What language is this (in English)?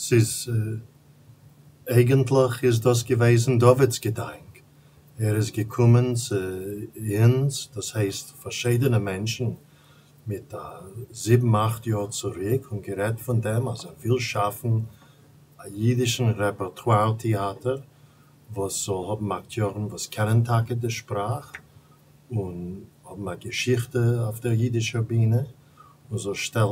Yiddish